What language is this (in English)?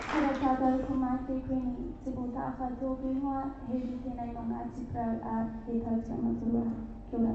Māori